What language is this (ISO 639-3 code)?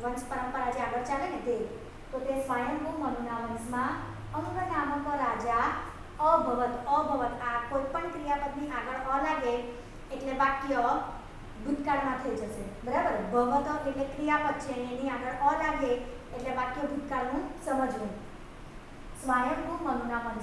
guj